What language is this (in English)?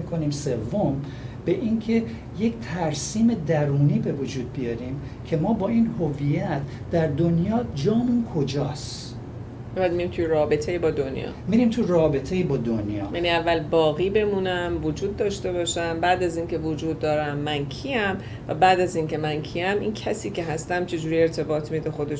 Persian